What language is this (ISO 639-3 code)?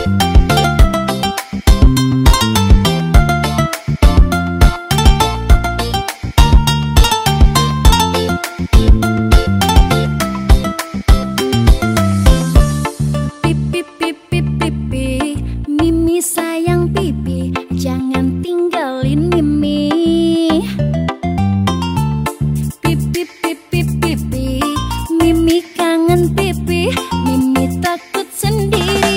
ind